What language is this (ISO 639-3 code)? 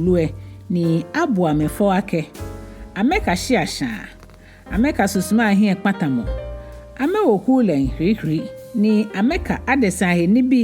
gaa